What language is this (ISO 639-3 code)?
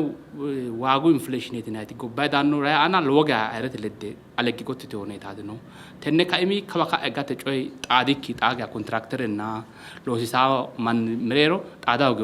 sid